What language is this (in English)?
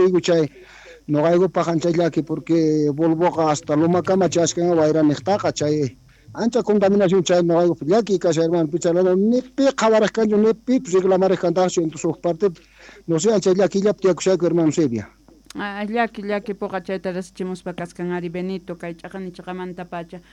South Bolivian Quechua